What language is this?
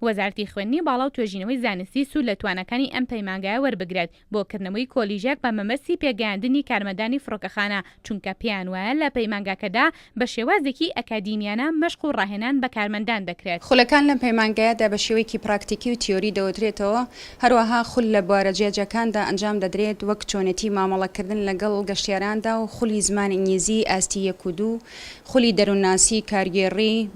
Central Kurdish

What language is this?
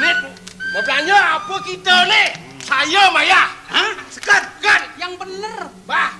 Balinese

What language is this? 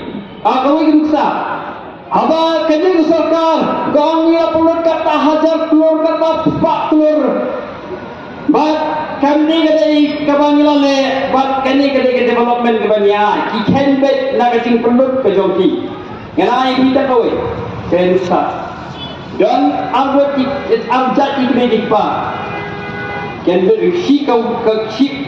Khasi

